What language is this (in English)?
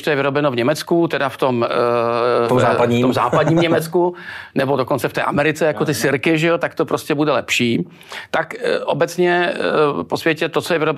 Czech